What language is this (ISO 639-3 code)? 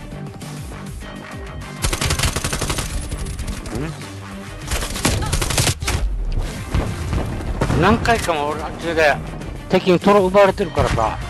jpn